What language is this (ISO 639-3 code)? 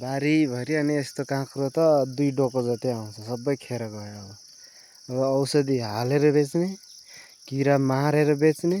nep